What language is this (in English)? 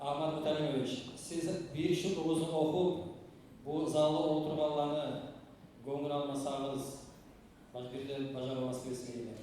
Kumyk